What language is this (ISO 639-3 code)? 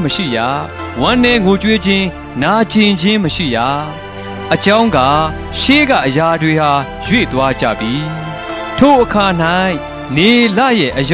mya